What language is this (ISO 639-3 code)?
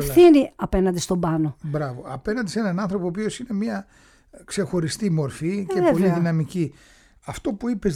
ell